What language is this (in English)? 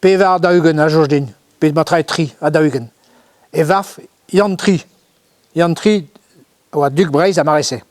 Breton